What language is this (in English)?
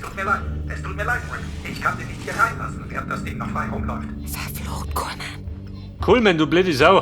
Bavarian